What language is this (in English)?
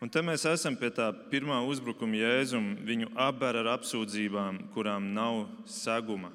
Latvian